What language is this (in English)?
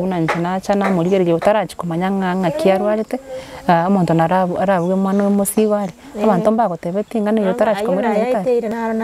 Gusii